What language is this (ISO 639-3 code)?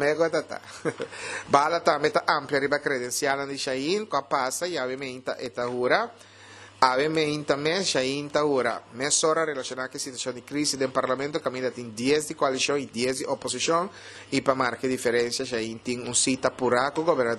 pap